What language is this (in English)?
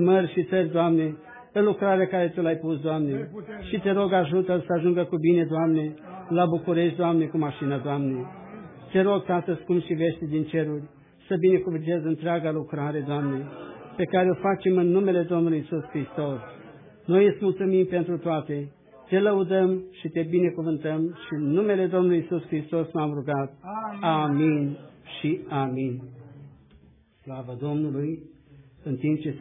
Romanian